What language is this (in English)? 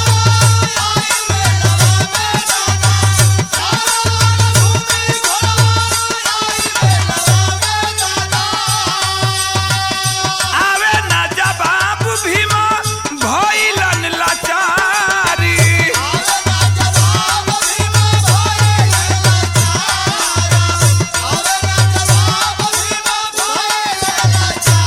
Bhojpuri